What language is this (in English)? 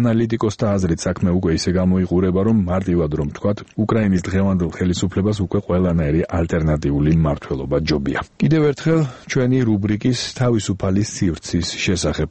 Georgian